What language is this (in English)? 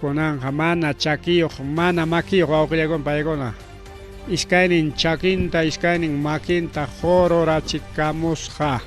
Ayacucho Quechua